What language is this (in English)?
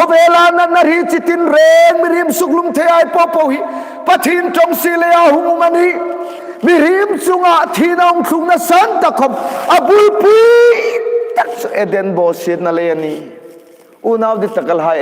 Hmar